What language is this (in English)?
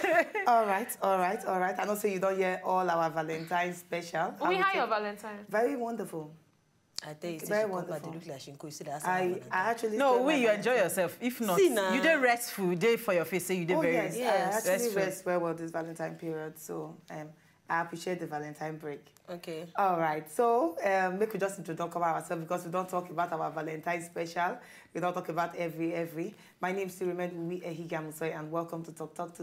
Nigerian Pidgin